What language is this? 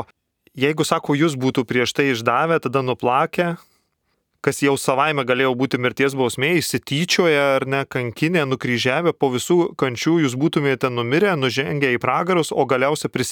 Lithuanian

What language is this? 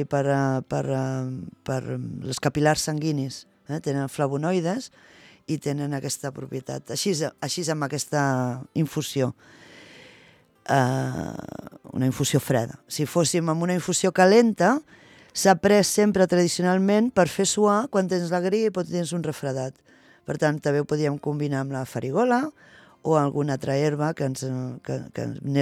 Catalan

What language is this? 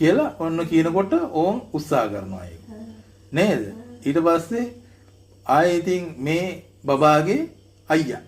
Sinhala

